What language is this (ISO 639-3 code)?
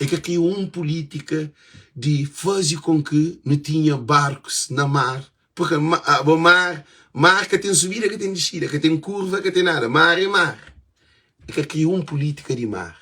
kea